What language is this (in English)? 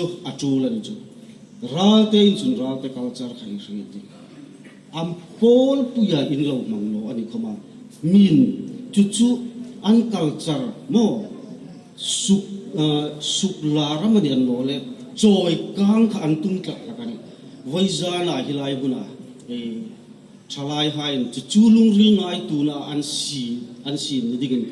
Hmar